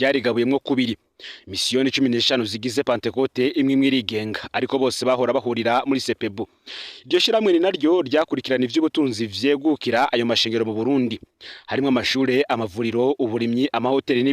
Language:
Rundi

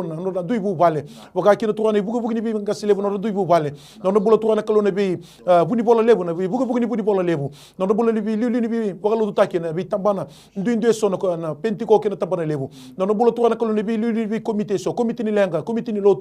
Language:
Fijian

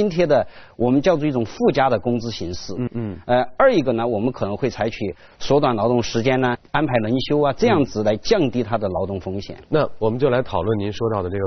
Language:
Chinese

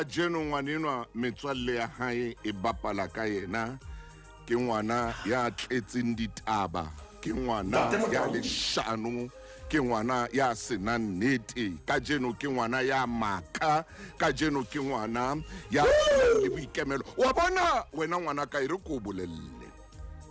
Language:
Southern Sotho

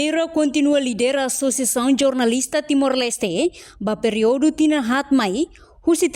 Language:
Tetum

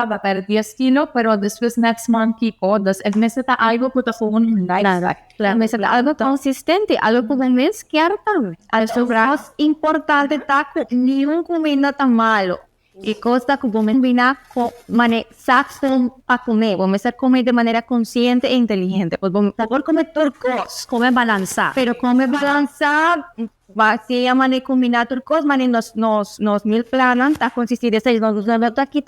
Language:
Papiamento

